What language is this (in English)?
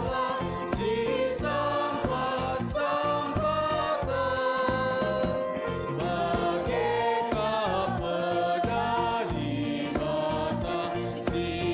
Batak Karo